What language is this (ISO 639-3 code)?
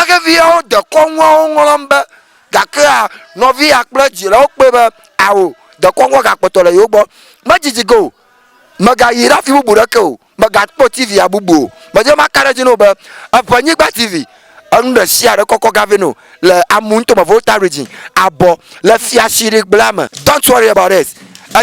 ewe